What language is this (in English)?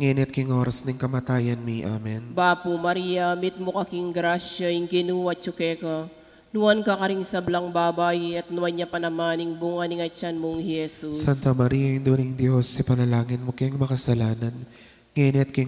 Pampanga